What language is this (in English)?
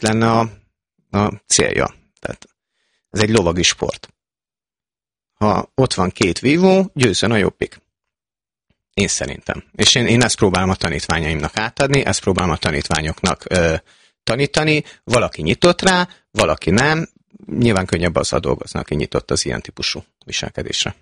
Hungarian